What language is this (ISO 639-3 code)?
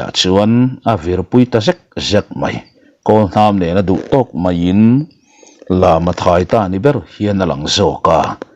lus